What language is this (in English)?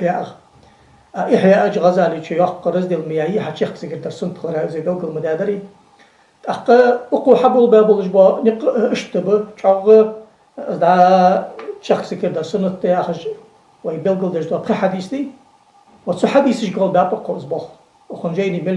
Ingush